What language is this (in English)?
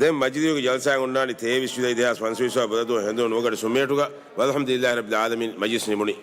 Divehi